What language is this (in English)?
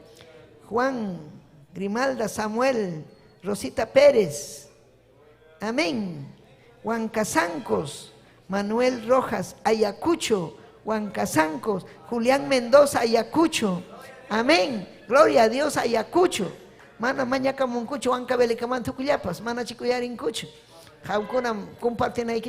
Ayacucho Quechua